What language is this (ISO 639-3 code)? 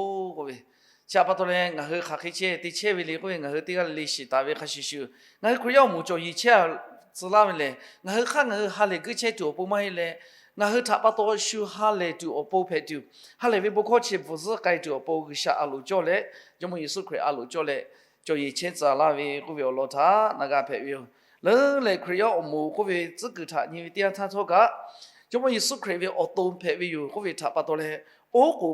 lhu